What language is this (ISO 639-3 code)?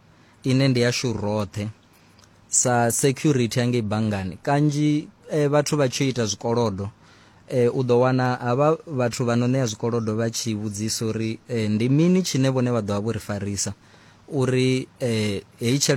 ven